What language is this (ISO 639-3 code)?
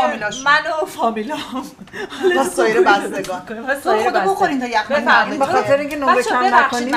fas